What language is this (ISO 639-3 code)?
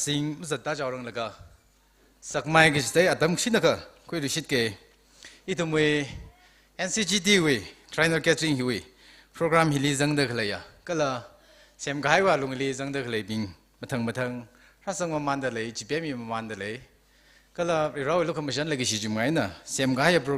nmf